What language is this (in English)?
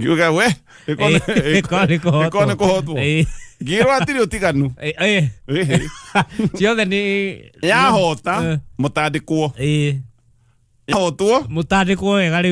Kikuyu